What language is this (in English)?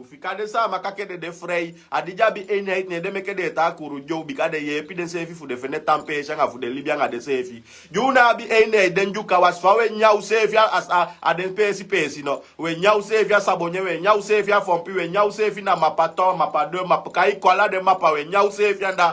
Sranan Tongo